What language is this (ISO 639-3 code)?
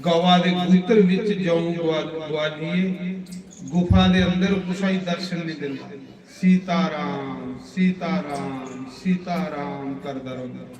doi